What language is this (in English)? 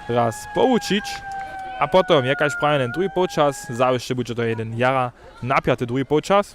Upper Sorbian